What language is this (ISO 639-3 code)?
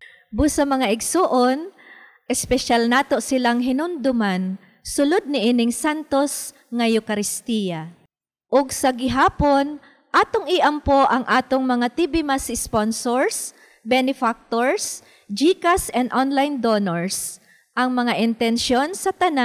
ceb